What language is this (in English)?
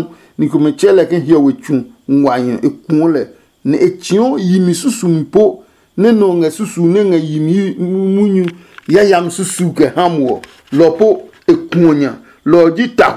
Adangme